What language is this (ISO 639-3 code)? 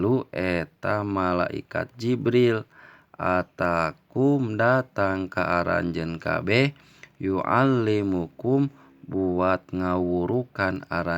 sun